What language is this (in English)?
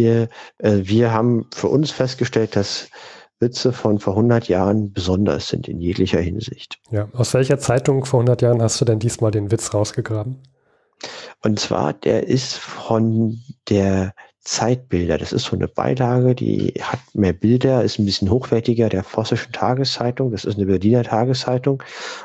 German